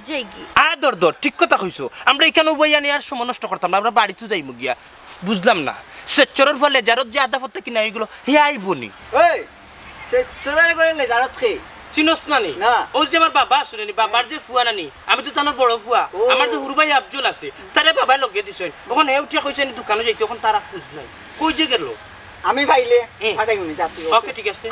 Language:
Sylheti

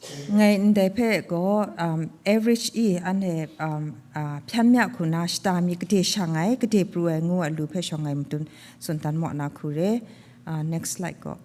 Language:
Kachin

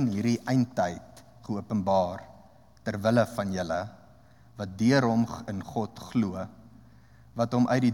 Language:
Afrikaans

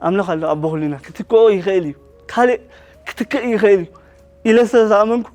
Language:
Tigrinya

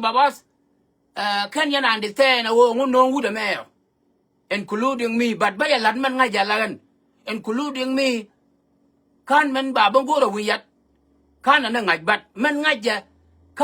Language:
Nuer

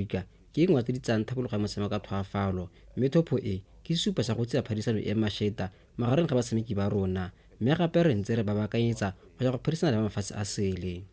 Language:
Tswana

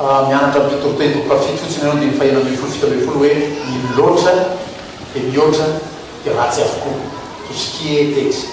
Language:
Malagasy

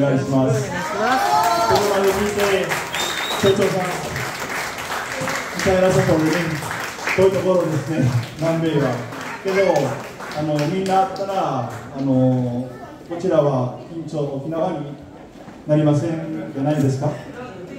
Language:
Japanese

